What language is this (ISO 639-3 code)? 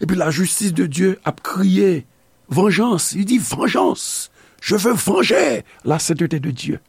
hat